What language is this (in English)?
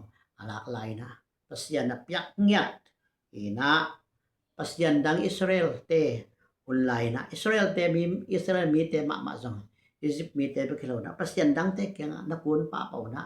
Tedim Chin